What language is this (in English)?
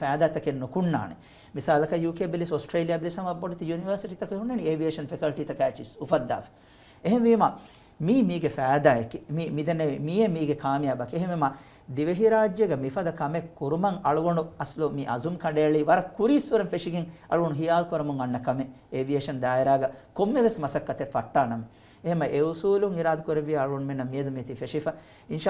Divehi